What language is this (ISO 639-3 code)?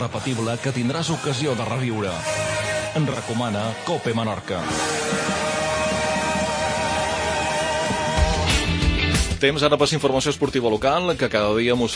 cat